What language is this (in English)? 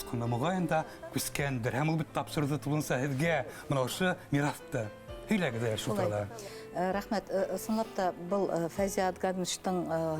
Bashkir